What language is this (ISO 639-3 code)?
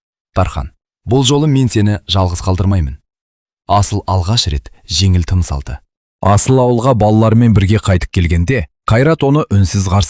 kaz